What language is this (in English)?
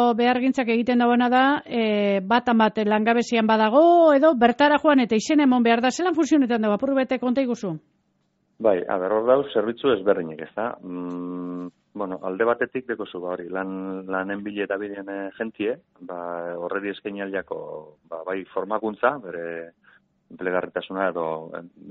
Basque